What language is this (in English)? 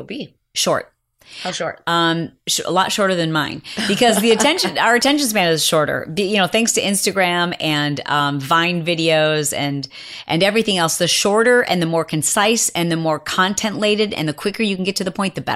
English